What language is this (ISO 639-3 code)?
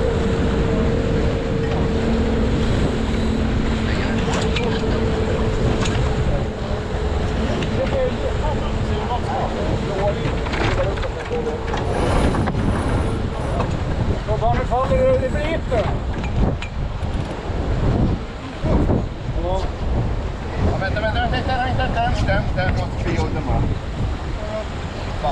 swe